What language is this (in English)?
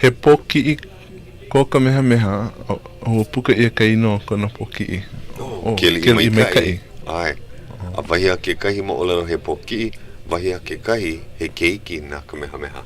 Hawaiian